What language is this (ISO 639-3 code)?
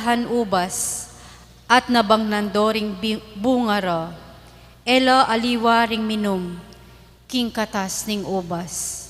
pam